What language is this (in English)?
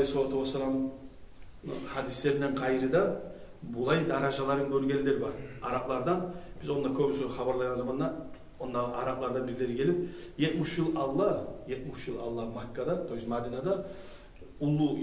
Kumyk